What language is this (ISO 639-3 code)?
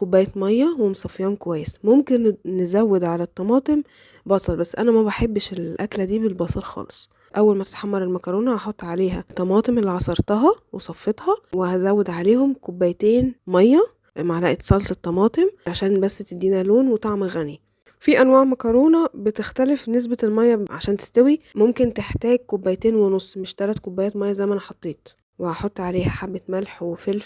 arz